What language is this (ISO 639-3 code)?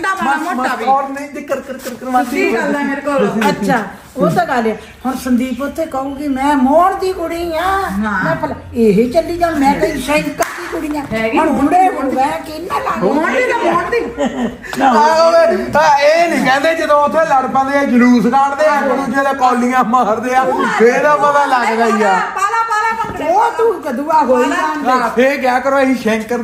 pan